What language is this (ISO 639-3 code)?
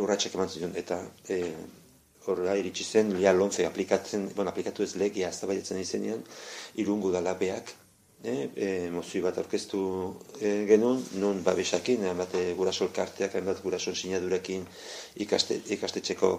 eus